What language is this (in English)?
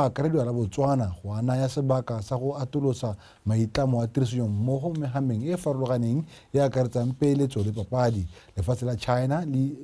Tswana